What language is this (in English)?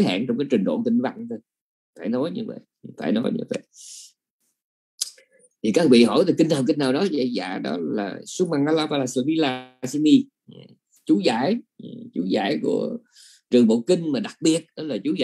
Vietnamese